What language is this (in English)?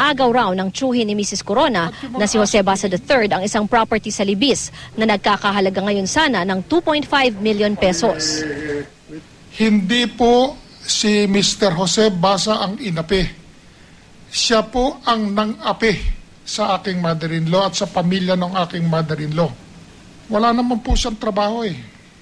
Filipino